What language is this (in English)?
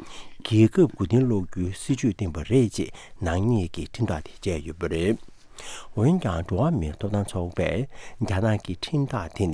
Tibetan